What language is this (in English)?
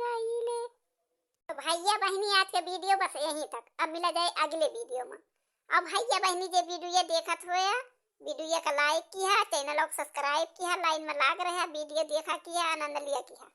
Awadhi